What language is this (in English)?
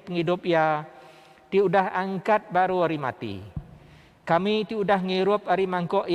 Iban